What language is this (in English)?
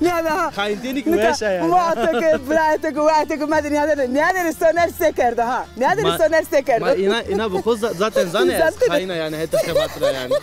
Zaza